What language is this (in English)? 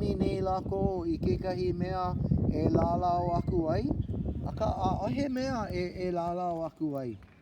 Hawaiian